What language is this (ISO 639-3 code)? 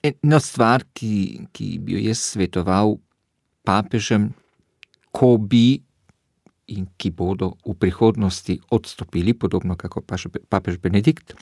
slv